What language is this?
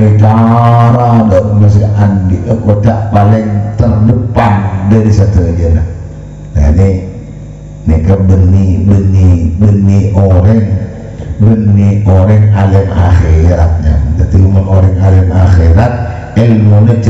Madurese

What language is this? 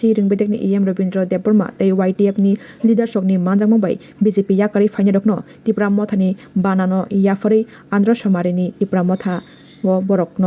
Kok Borok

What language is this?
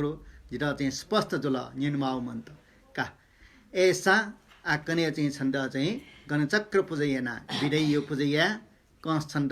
Newari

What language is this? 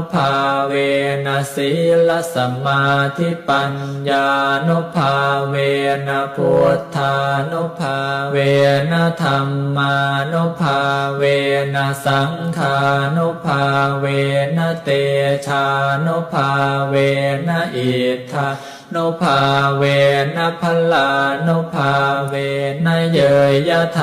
Pali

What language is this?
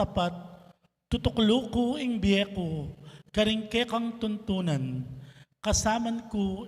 Pampanga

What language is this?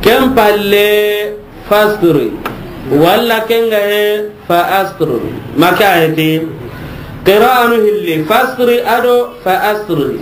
Soninke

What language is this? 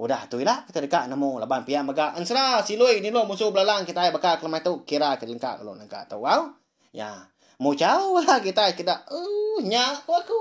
Iban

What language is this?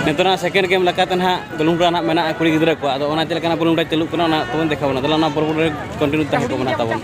Santali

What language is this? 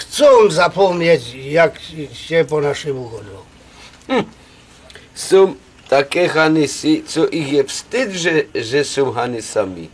Silesian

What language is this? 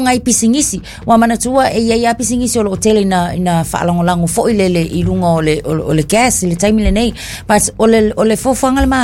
Samoan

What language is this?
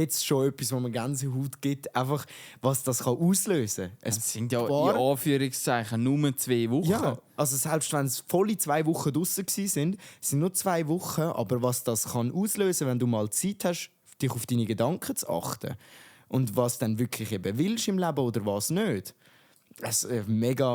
Swiss German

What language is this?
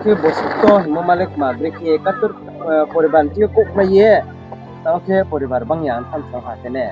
Riang (India)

